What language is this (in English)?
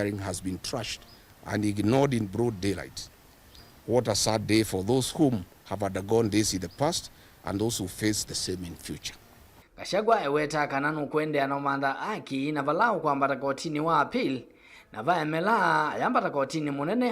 Kamba